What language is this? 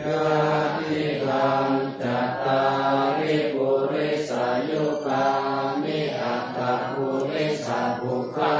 Pali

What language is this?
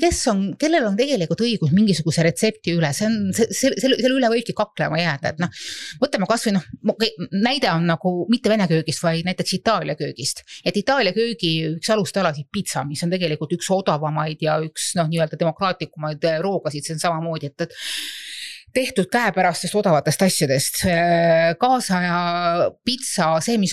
Estonian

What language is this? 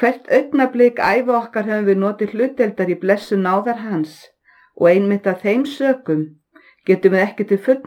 Icelandic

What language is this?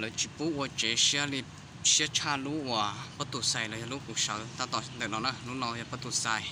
Hmong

